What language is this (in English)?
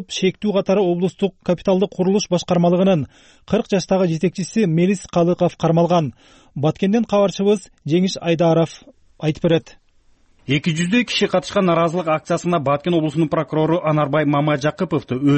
Kyrgyz